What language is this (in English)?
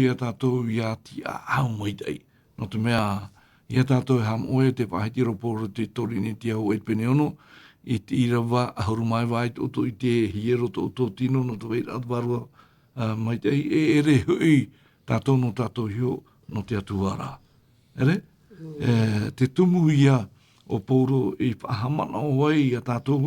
Tahitian